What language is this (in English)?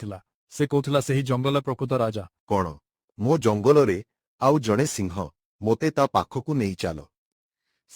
Odia